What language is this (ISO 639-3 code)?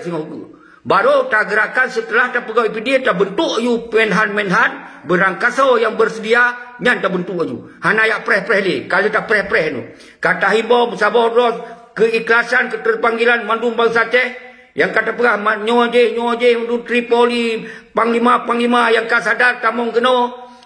ace